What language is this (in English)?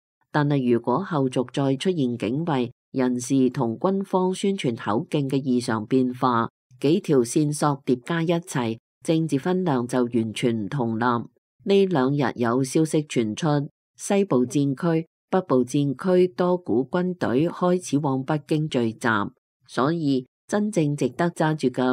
Cantonese